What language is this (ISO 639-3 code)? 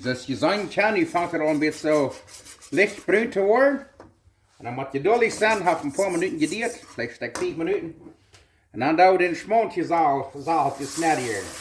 pdt